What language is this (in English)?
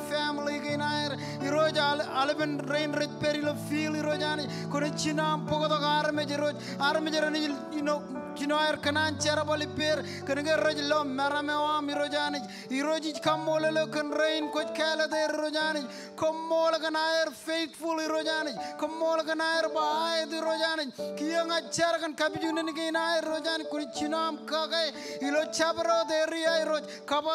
Marshallese